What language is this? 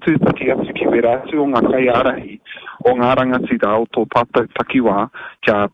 Māori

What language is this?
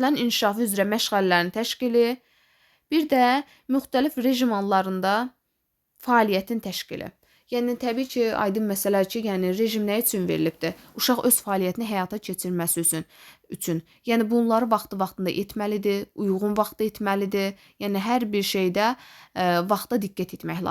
Azerbaijani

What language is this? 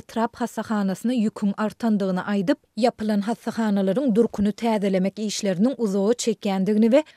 Turkmen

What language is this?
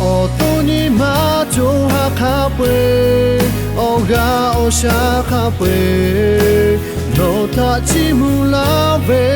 Lahu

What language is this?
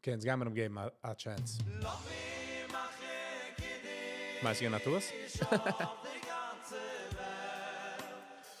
Yiddish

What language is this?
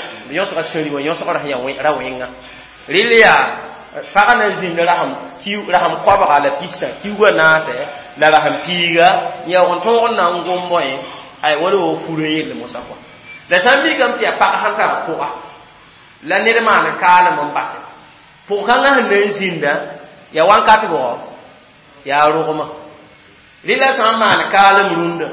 Mossi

